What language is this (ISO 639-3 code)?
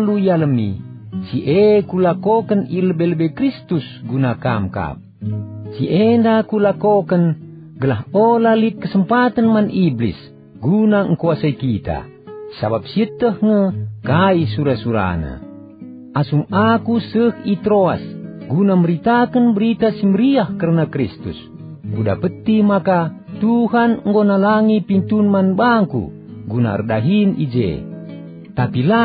btx